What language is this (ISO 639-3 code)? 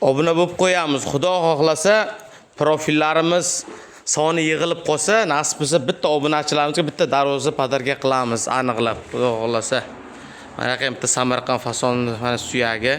uzb